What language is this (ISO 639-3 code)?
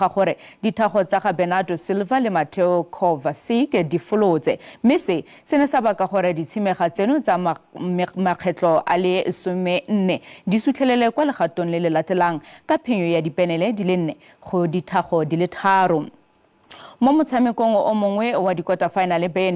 tsn